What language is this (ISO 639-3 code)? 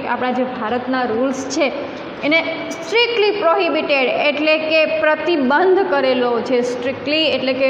guj